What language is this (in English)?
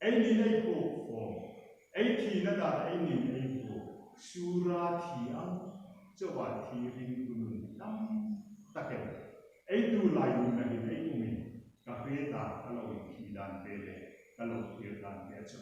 Hmar